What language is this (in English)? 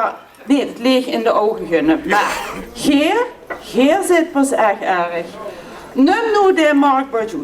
Limburgish